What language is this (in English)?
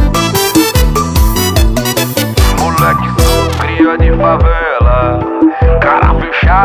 Portuguese